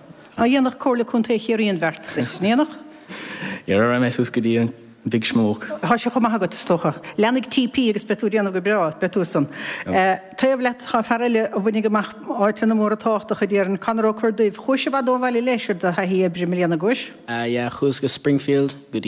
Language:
Irish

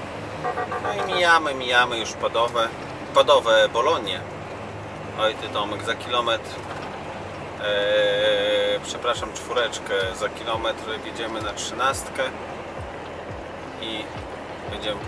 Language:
Polish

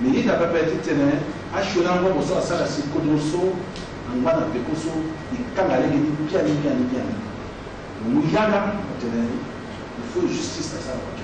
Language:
Sango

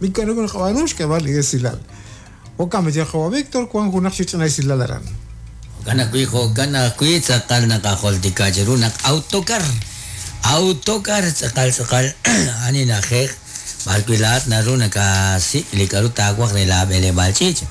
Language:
Kekchí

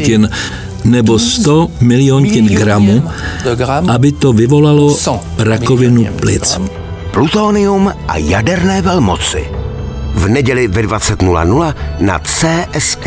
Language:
Czech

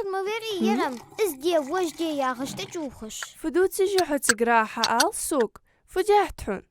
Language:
Ingush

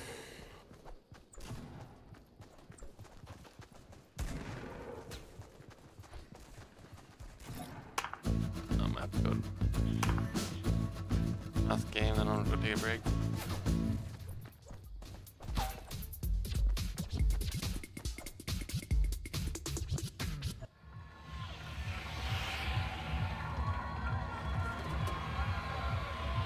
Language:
English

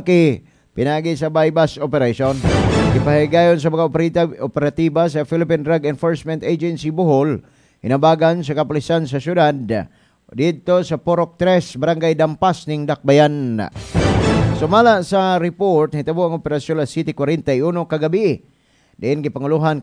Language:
Cebuano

